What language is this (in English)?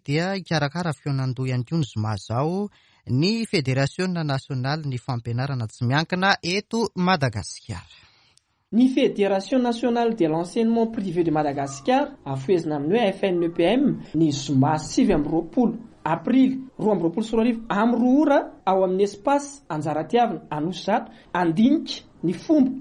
Malagasy